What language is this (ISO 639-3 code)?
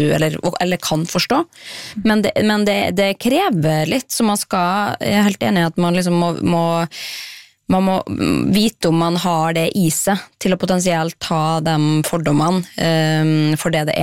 nor